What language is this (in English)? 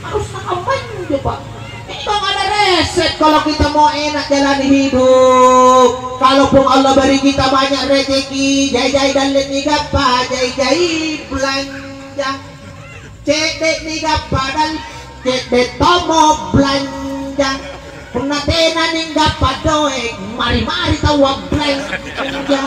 Makasar